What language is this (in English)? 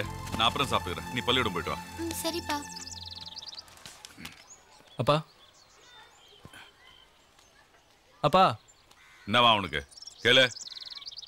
Tamil